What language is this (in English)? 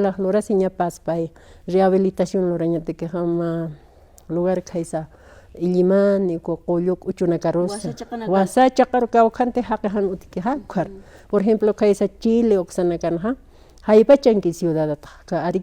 Aymara